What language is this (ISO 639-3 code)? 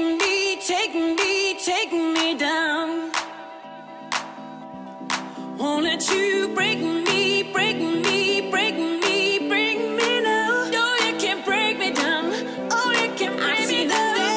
eng